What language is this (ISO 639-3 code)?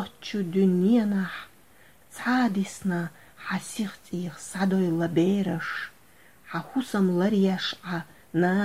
che